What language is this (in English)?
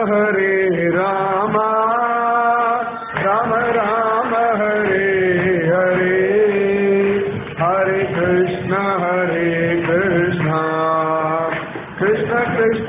Tamil